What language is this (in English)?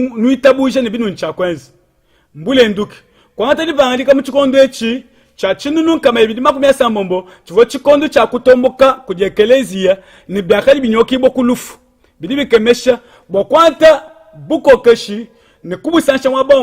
Luba-Lulua